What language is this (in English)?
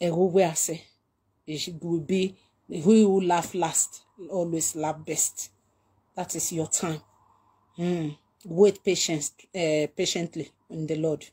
Nigerian Pidgin